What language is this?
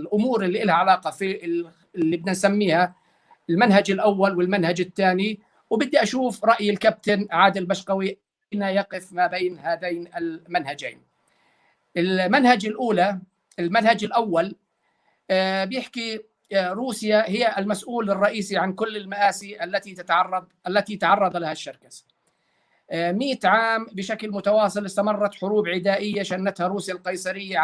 North Levantine Arabic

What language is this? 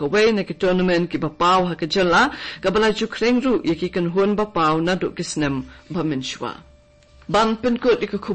Khasi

